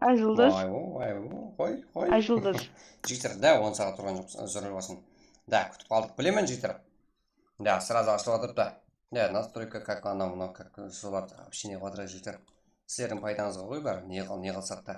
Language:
Kara-Kalpak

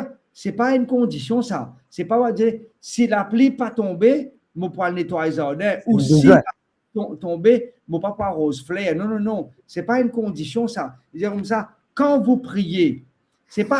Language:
Morisyen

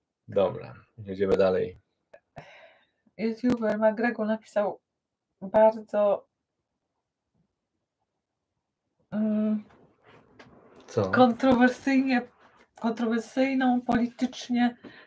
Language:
Polish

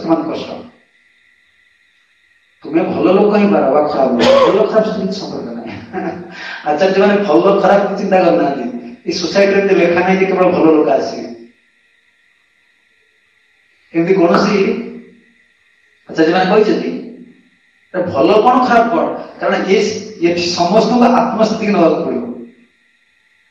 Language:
Odia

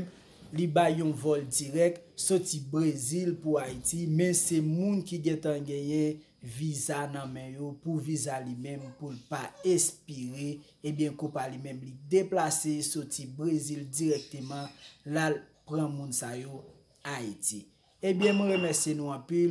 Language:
Haitian Creole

